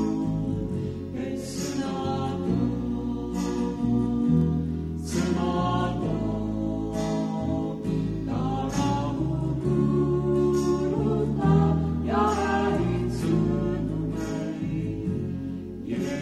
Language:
Estonian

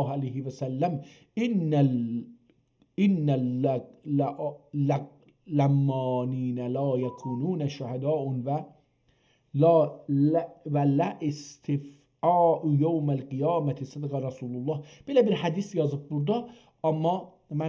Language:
South Azerbaijani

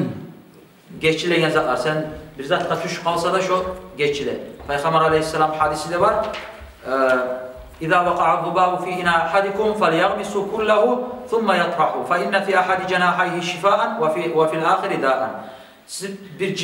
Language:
Kumyk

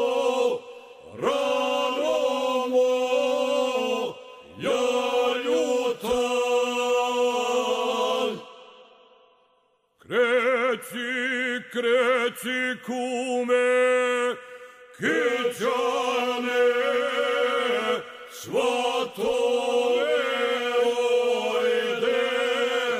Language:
Croatian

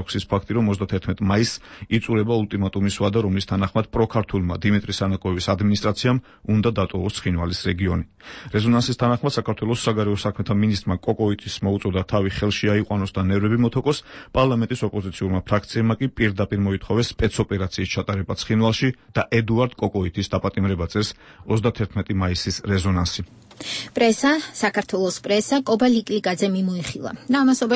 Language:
Georgian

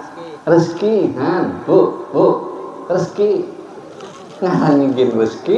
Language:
Banjar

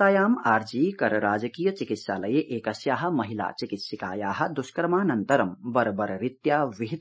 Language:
Sanskrit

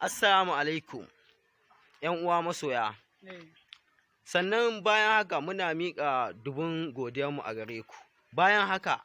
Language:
Hausa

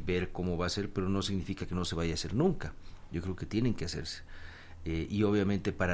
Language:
Spanish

